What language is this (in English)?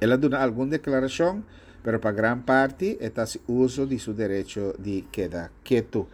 Papiamento